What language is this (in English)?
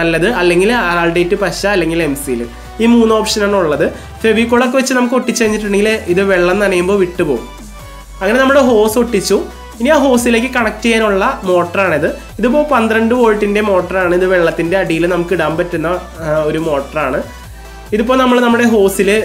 Malayalam